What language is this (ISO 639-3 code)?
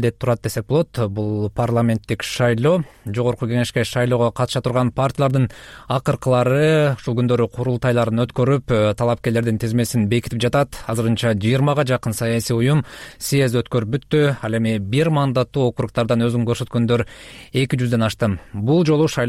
kir